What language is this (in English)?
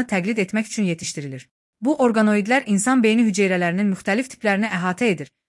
Azerbaijani